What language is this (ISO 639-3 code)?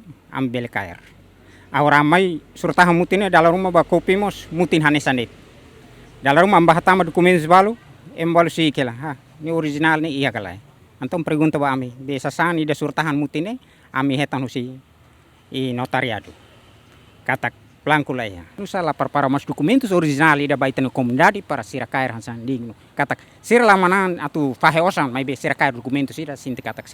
tet